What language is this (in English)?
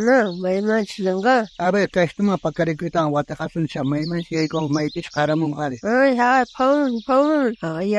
South Bolivian Quechua